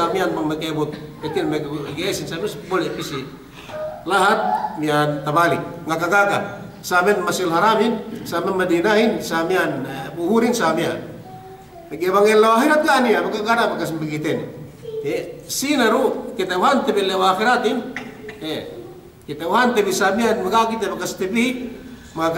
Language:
Yakan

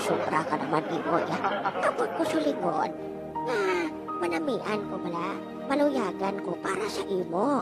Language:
Hiligaynon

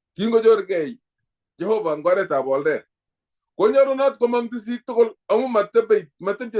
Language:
Kalenjin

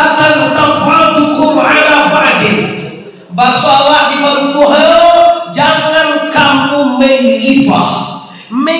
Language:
Minangkabau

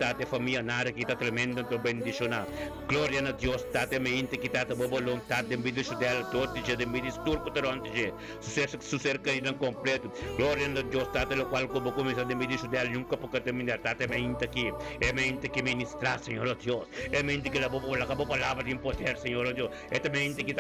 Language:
Papiamento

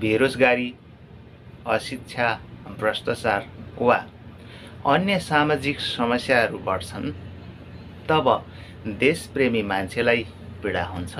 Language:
Nepali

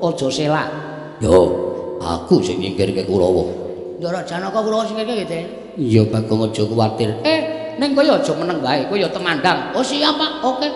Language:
Javanese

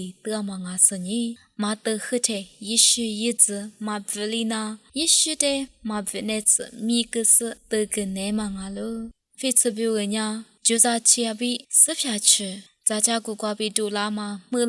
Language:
Lisu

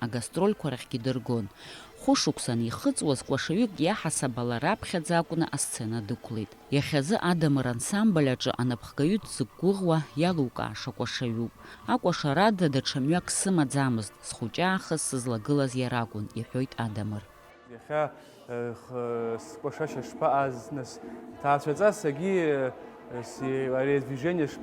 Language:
Abkhazian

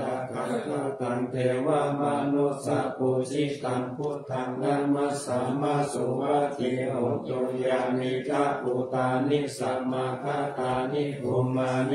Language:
Pali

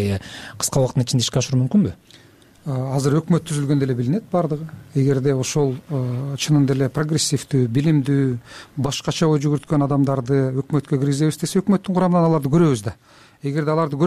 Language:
Kyrgyz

